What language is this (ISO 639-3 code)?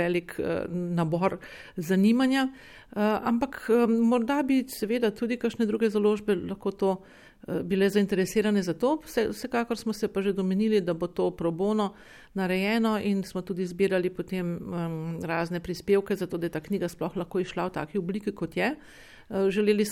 slv